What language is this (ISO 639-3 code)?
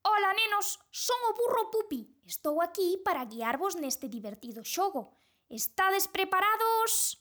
glg